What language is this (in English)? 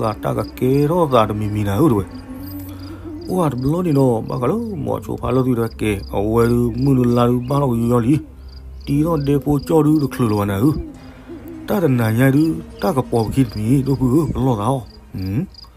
S'gaw Karen